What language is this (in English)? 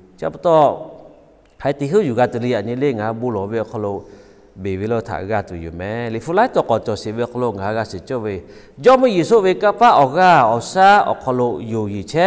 Lahu